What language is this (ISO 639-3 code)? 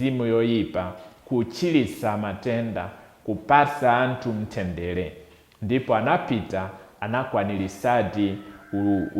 nya